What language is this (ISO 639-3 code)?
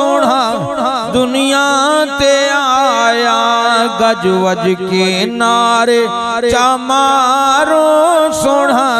skr